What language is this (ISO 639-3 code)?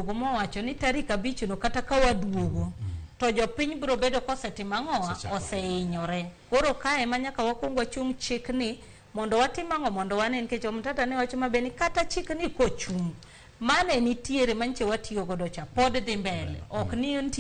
luo